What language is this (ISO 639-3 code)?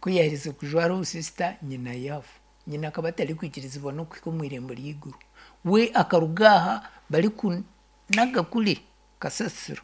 nyn